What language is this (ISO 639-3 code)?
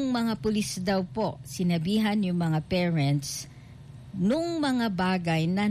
fil